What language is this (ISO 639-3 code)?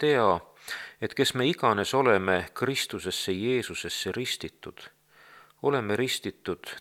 est